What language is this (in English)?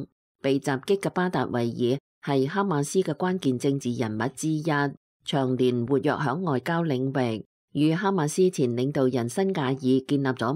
Cantonese